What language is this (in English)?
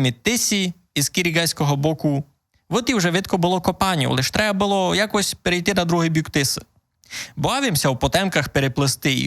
Rusyn